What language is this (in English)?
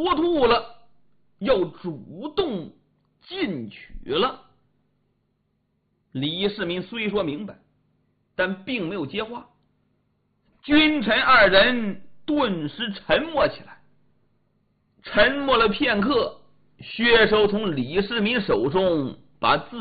Chinese